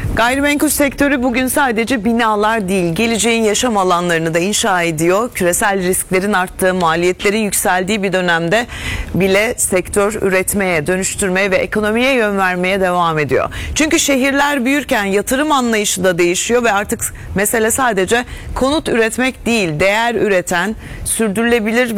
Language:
Turkish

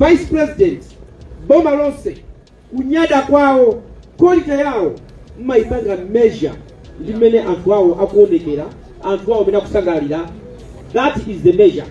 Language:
Nyanja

